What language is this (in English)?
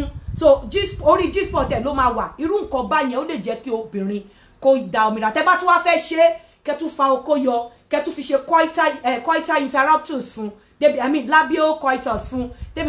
Yoruba